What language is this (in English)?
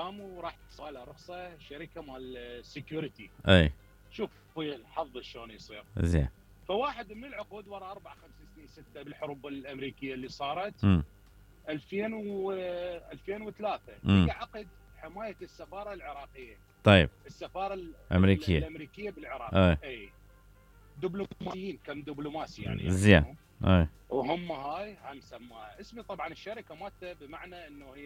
Mesopotamian Arabic